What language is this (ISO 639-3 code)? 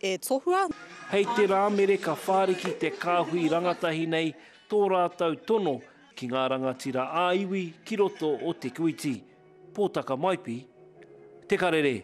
mri